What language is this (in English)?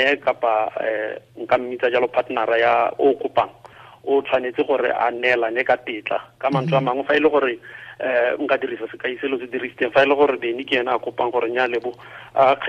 Tswana